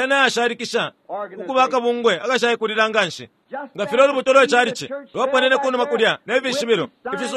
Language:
Bemba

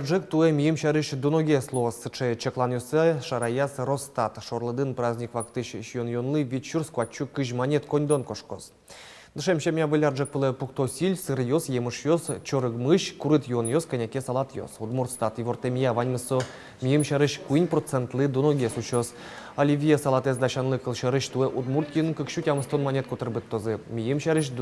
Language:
Udmurt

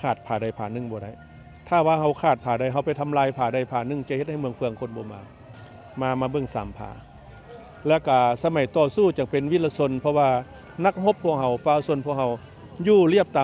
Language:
Lao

